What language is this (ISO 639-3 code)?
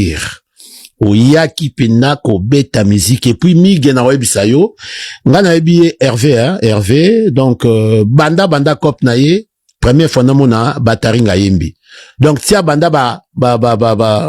lin